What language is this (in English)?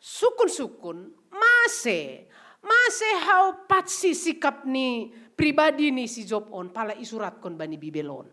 Batak Simalungun